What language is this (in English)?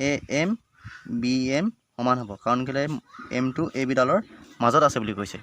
Assamese